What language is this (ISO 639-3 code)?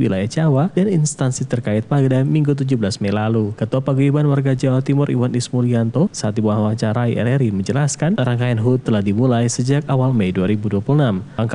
ind